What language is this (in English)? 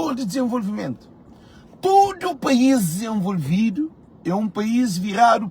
Kabuverdianu